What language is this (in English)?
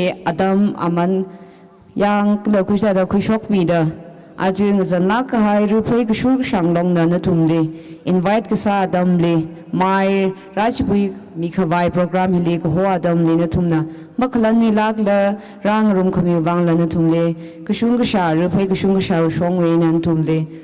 Tangkhul Naga (India)